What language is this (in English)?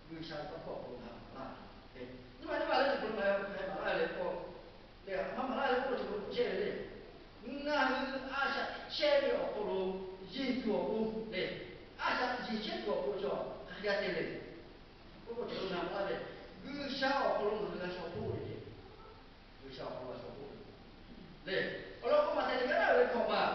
Lahu